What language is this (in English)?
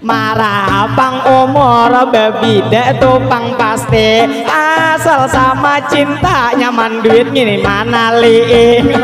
Banjar